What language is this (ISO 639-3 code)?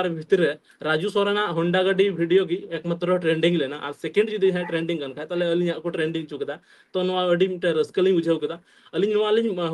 sat